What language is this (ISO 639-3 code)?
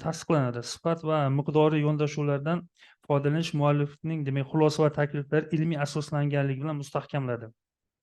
uzb